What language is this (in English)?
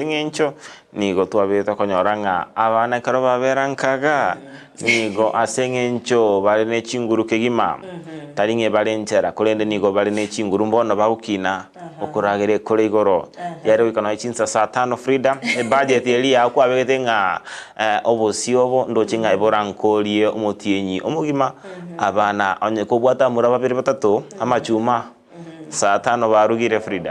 Gusii